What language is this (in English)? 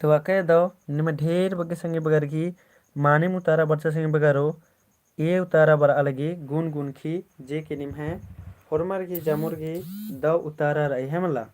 Kurukh